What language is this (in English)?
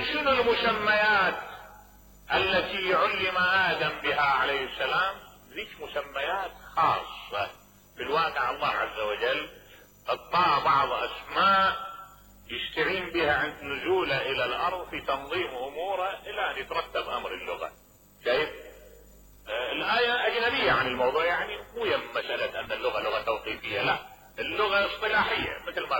Mesopotamian Arabic